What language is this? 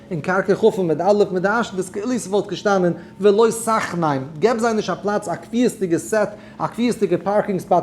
Yiddish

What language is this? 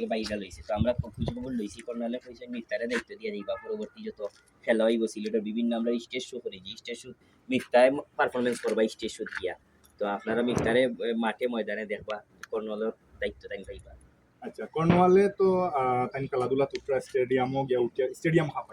Sylheti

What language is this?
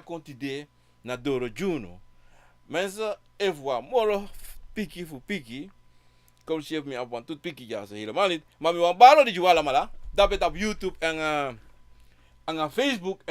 Sranan Tongo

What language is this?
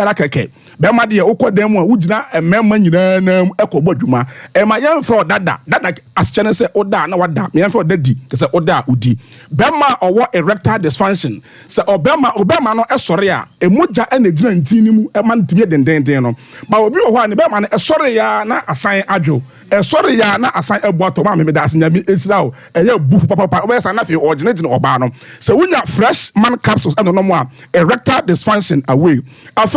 Akan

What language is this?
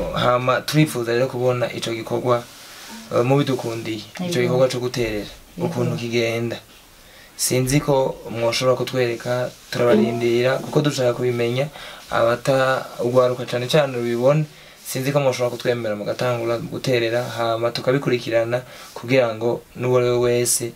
Rundi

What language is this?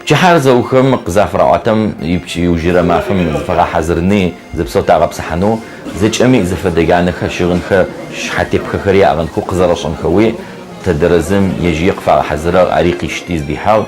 Adyghe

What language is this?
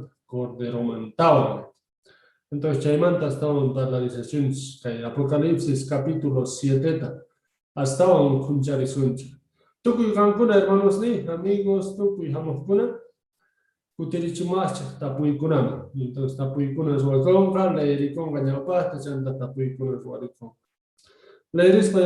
Quechua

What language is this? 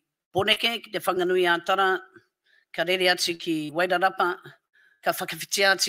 Māori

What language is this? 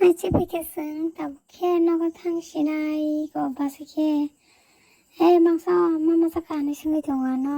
Kok Borok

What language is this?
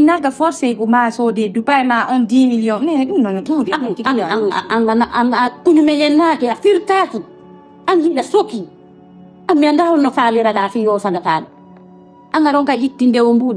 Fula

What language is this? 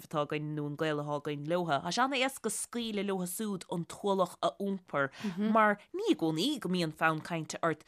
Irish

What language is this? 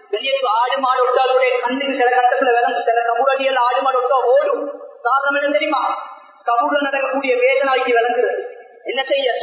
Tamil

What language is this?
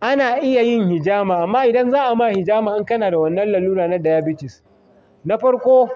Hausa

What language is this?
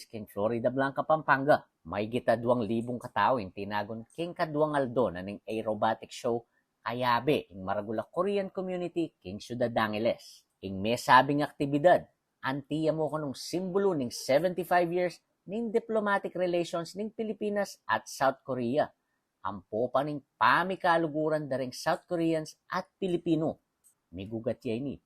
Pampanga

